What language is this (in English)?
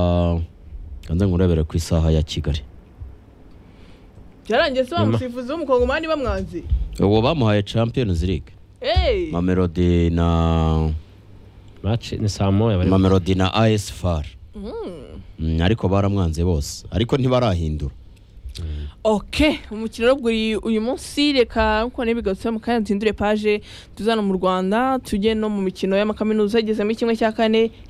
Kinyarwanda